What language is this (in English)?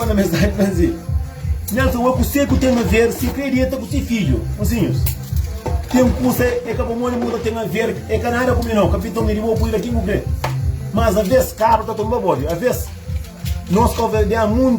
Kabuverdianu